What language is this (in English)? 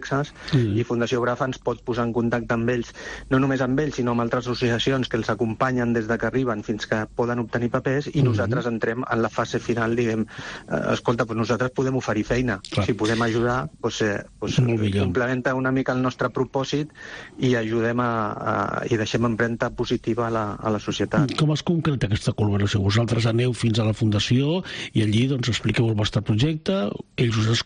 Catalan